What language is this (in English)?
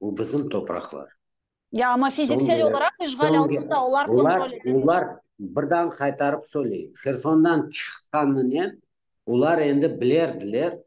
Crimean Tatar